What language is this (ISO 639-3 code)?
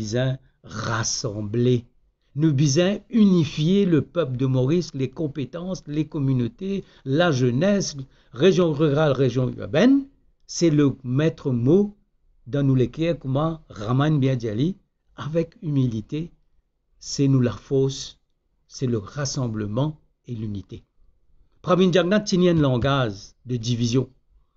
mfe